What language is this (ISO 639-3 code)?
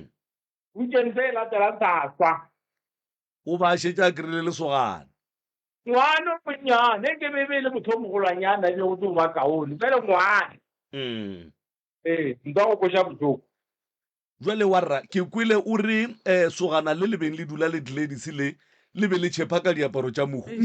nso